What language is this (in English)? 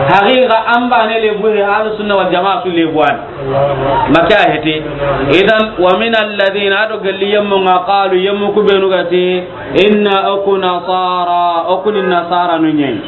Soninke